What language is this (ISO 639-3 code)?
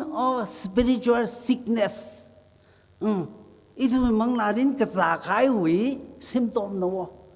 nmf